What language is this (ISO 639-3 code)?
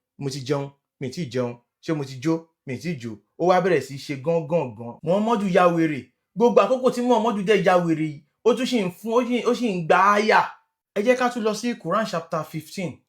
yor